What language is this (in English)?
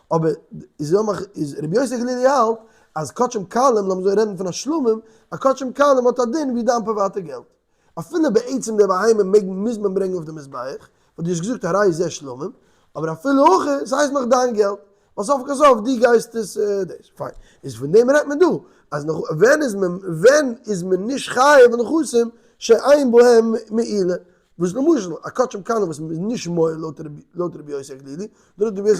Yiddish